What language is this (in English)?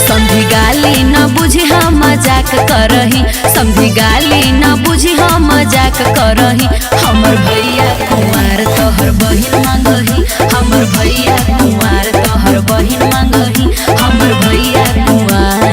Magahi